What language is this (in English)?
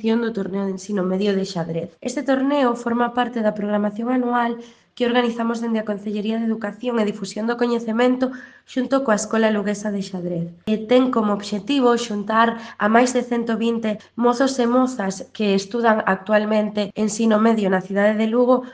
Galician